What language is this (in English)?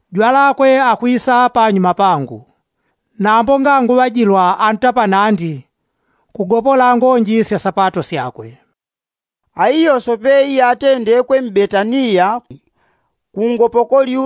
Yao